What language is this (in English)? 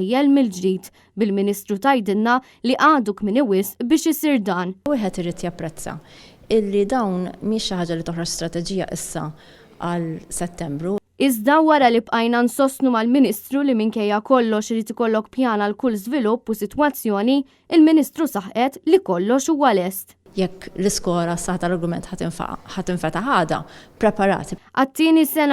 Maltese